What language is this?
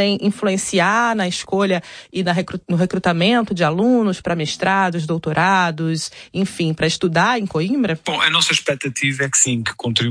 Portuguese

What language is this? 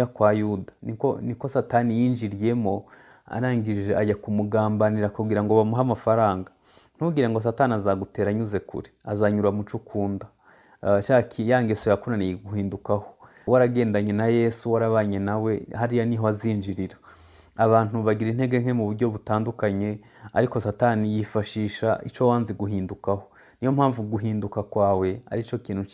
Kinyarwanda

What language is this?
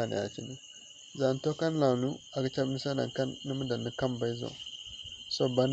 Zarma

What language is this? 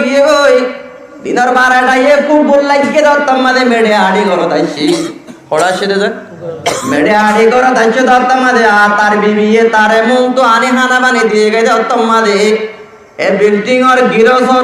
Rohingya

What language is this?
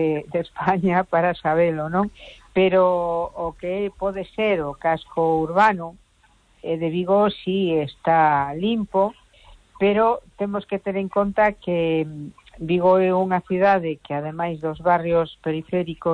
Galician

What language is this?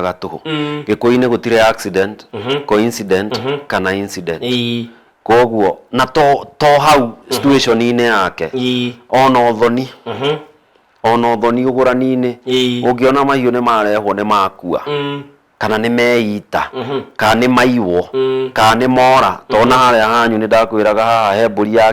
Kikuyu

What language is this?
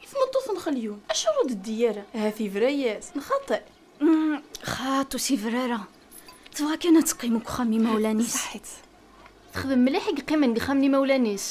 Kabyle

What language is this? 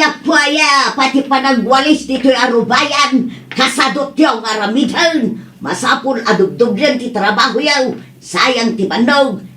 Iloko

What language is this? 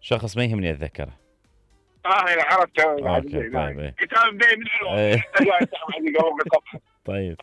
Mesopotamian Arabic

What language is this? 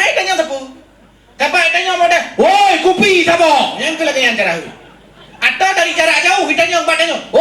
Achinese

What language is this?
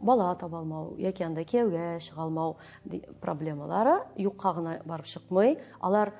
Tatar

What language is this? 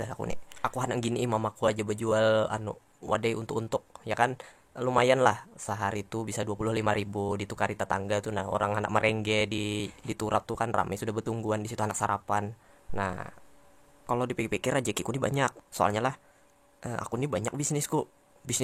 Banjar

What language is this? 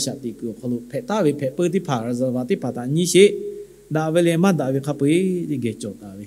Lahu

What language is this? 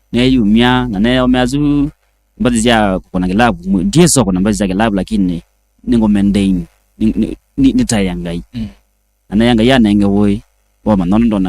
Kamba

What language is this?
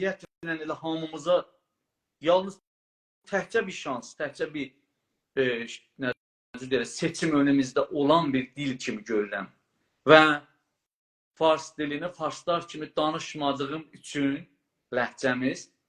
South Azerbaijani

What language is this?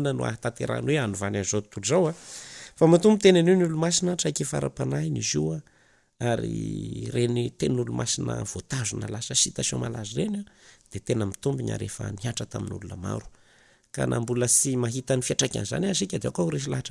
Malagasy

